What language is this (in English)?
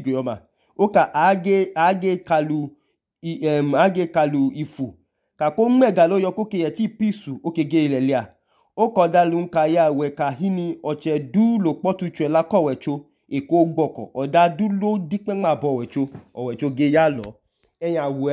Idoma